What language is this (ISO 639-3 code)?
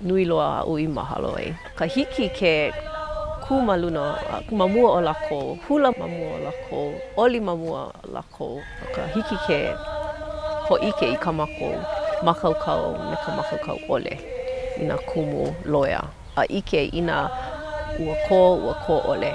haw